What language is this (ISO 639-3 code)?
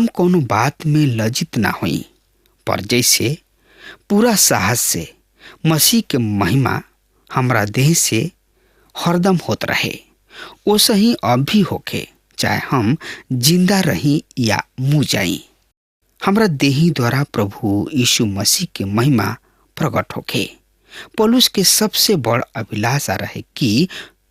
bho